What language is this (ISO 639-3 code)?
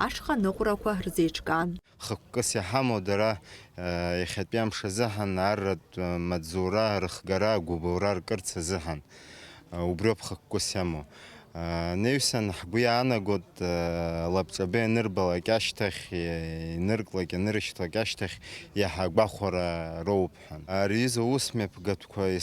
abk